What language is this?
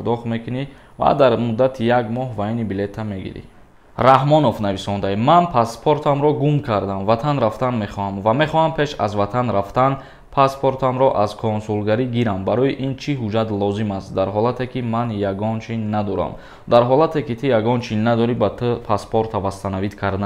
Tajik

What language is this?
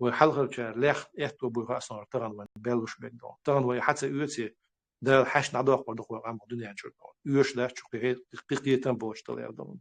Chechen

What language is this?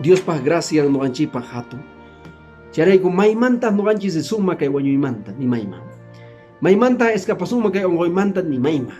Quechua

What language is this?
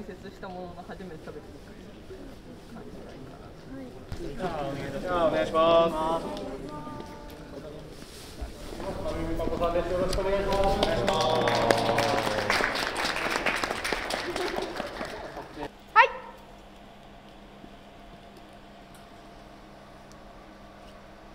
Japanese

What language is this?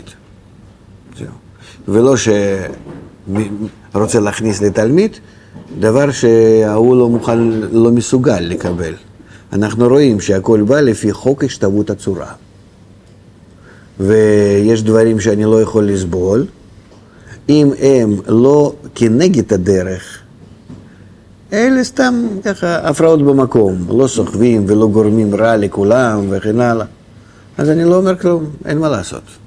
Hebrew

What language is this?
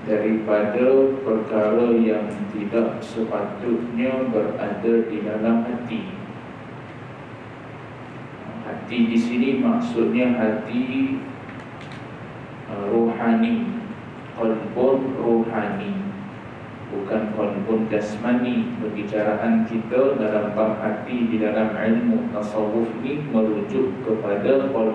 Malay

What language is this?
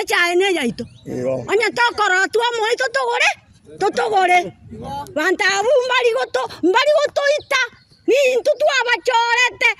Gusii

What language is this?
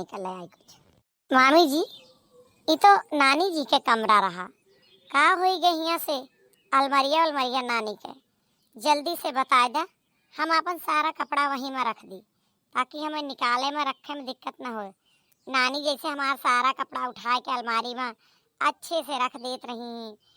Awadhi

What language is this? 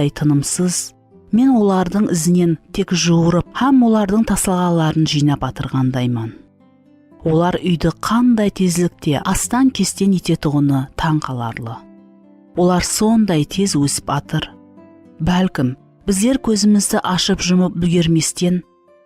Kara-Kalpak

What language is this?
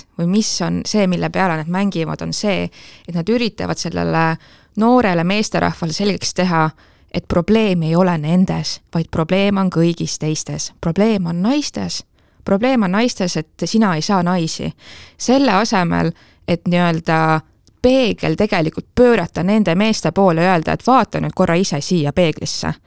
Estonian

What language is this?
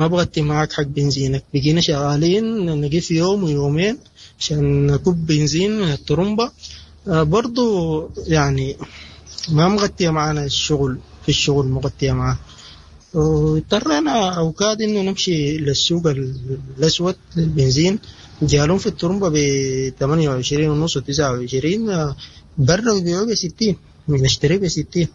Sudanese Arabic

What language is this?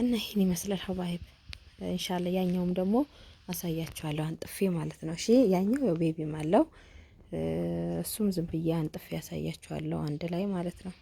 Amharic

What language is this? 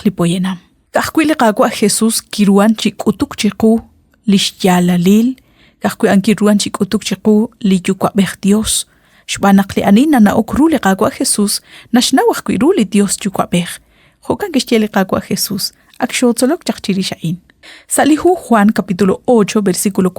Kekchí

